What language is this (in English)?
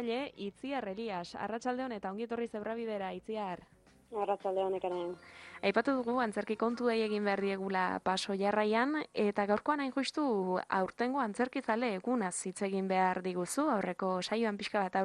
Basque